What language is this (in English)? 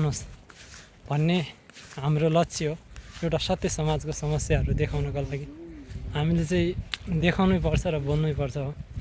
Nepali